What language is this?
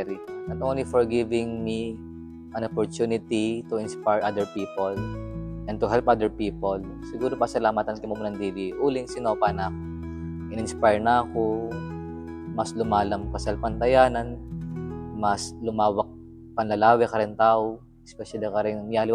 Pampanga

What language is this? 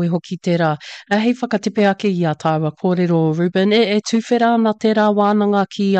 Māori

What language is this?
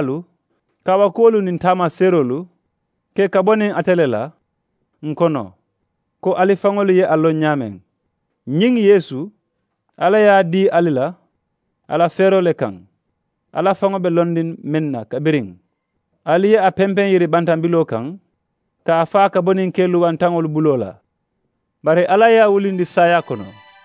Mandingo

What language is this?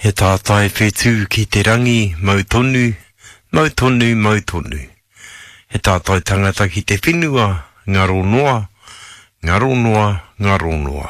Māori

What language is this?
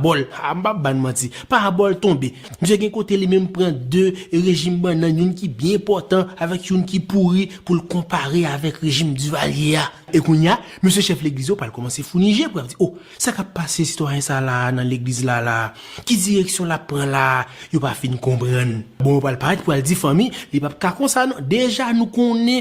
Haitian Creole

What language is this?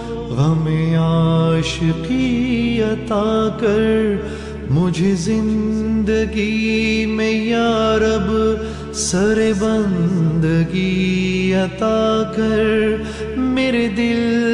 Urdu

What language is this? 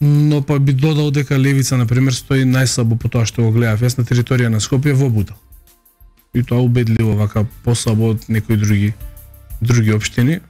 Macedonian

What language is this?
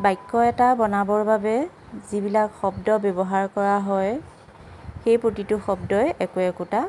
Assamese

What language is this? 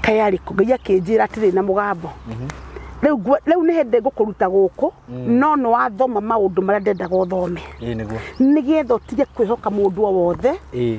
Kikuyu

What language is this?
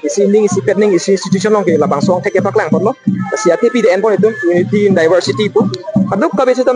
Karbi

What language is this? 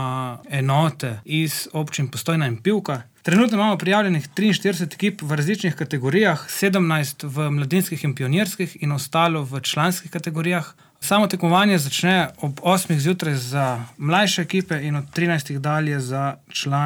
Slovenian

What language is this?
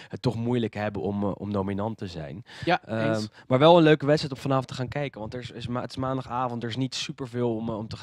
Dutch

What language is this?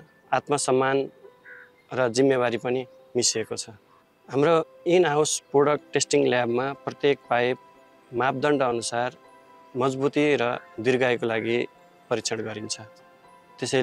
Nepali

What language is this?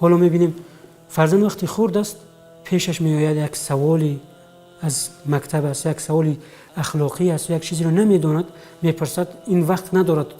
Tajik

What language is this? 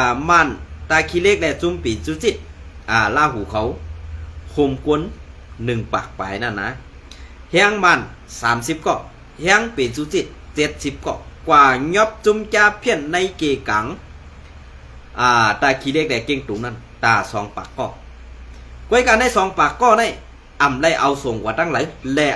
Shan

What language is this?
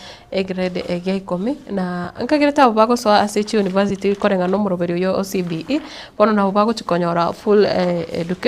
Gusii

